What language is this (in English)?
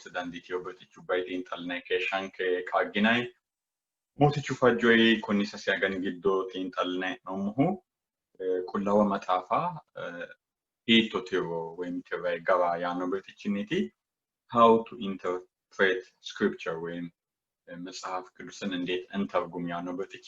Sidamo